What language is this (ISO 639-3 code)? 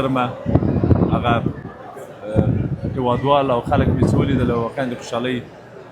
pus